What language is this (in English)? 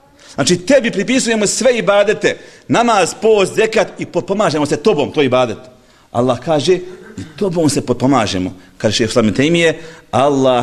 Bosnian